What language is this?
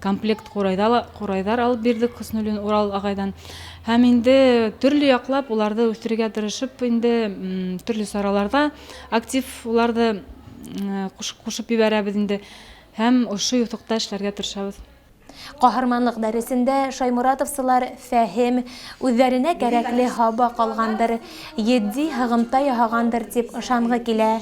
Bashkir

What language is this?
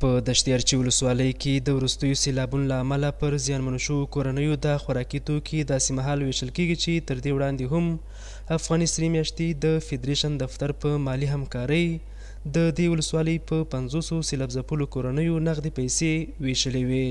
Pashto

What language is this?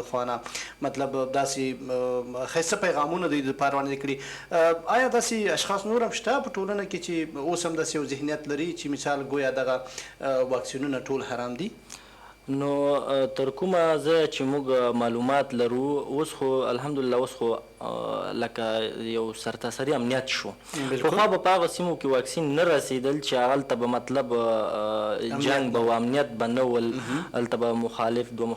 Pashto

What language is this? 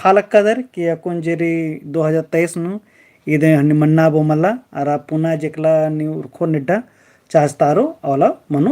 Kurukh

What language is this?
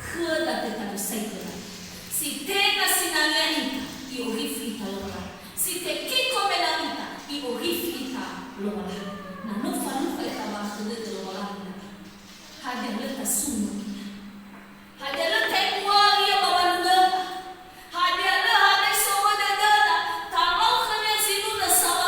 Nias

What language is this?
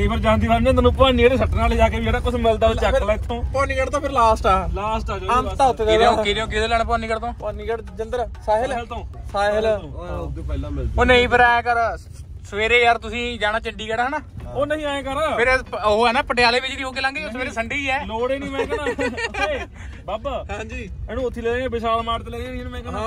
Punjabi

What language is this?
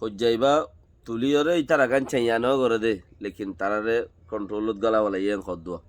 Rohingya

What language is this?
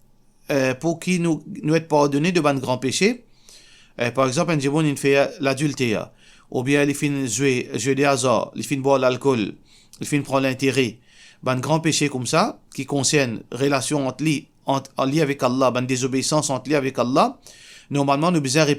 Morisyen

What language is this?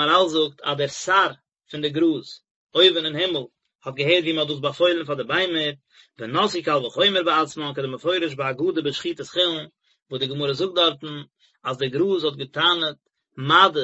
Yiddish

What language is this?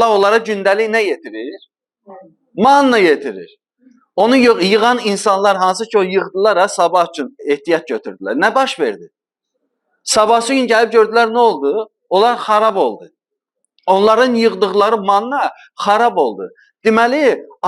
Azerbaijani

